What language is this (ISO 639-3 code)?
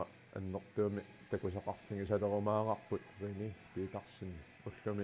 kal